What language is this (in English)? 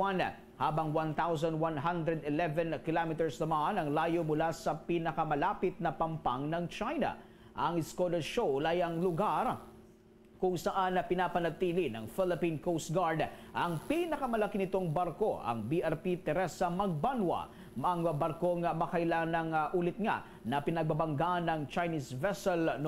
Hiligaynon